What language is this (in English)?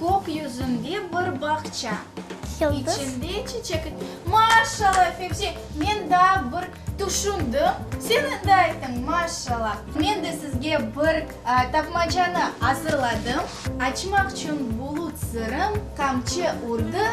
Crimean Tatar